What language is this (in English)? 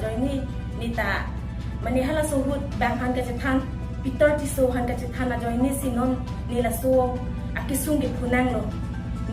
Karbi